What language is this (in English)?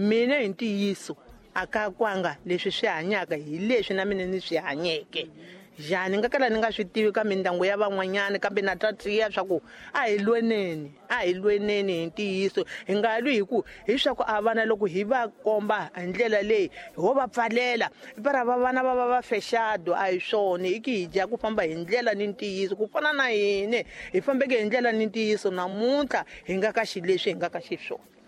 Tsonga